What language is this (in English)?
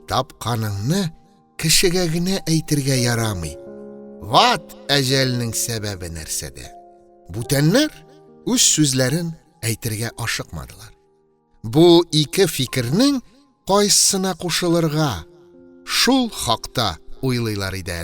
Tatar